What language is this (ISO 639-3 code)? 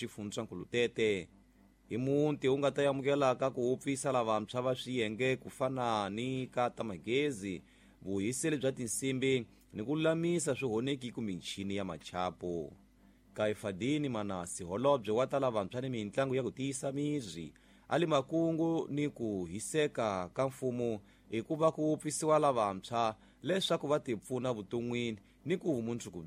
tso